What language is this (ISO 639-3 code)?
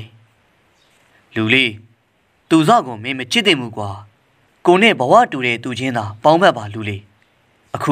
mya